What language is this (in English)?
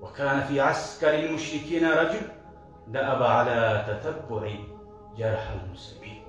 Kumyk